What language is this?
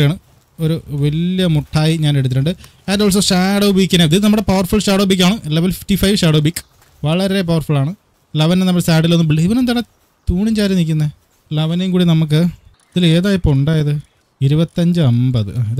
Malayalam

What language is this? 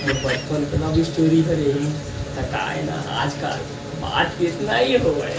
Chhattisgarhi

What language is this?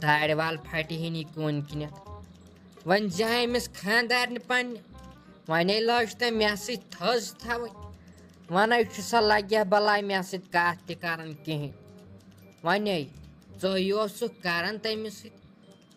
Kashmiri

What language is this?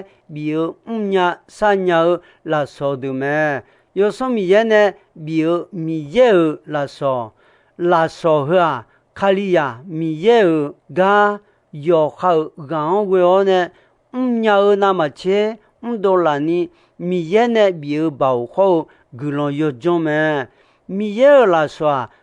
Akha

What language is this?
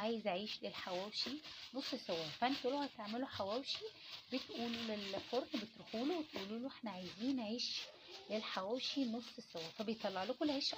Egyptian Arabic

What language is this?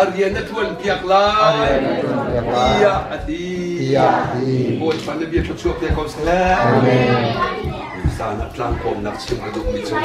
Hakha Chin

